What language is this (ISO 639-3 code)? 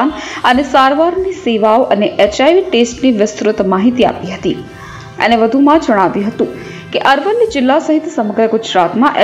guj